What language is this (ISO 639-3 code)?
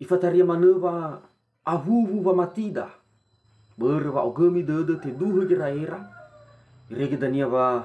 nia